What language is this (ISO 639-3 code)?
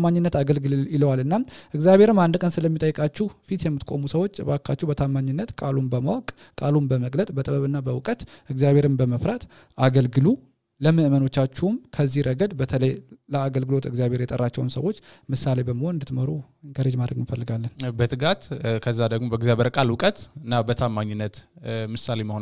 amh